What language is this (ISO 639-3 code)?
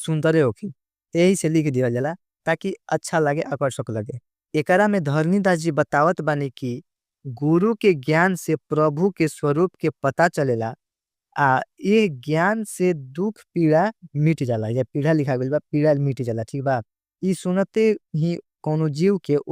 bho